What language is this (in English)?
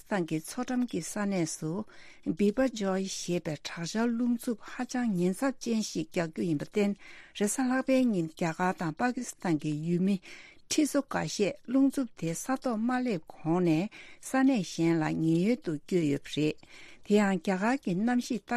Tibetan